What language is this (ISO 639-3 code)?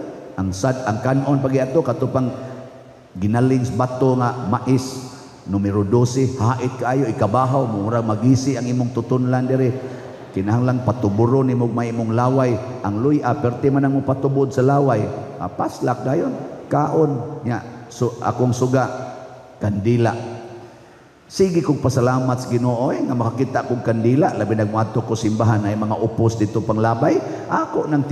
ceb